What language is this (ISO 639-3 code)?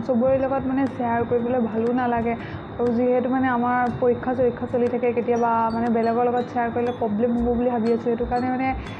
asm